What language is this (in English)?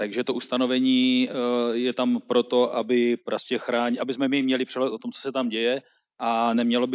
Czech